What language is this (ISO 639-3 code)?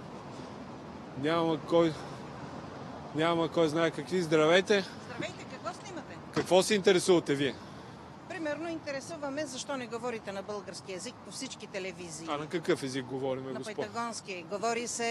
bul